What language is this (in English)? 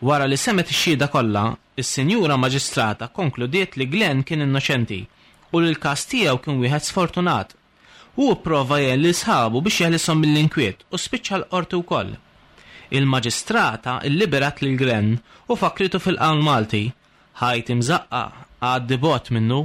Maltese